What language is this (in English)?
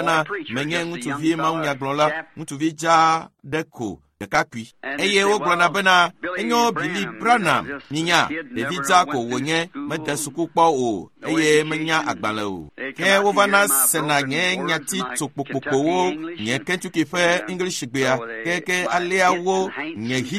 Ewe